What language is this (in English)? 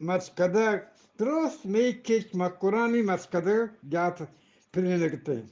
Eastern Balochi